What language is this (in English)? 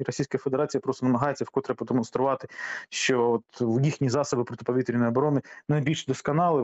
Ukrainian